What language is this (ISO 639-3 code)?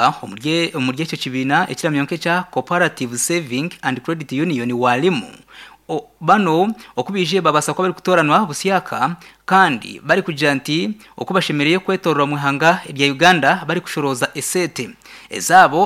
nyn